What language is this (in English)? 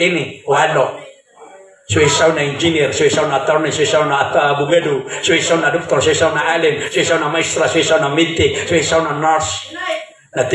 Maranao